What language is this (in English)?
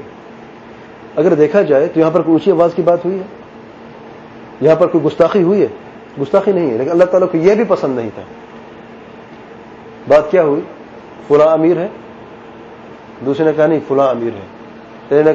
Urdu